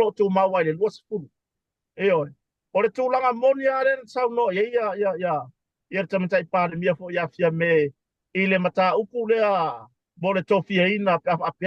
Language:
Samoan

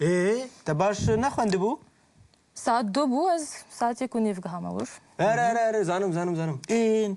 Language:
Kurdish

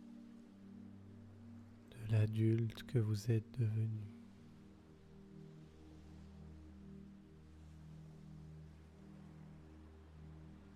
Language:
French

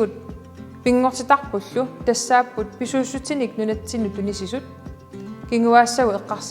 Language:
Kalaallisut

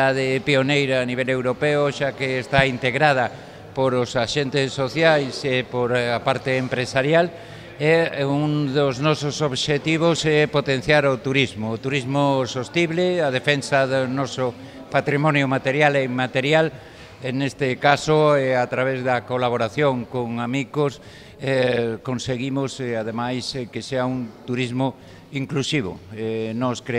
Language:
Galician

